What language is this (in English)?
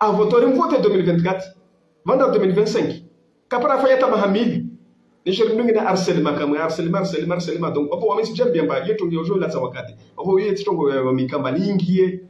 Ngazidja Comorian